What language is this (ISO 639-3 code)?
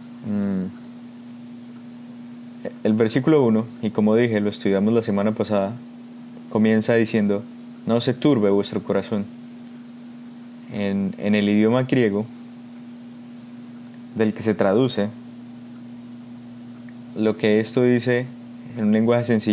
spa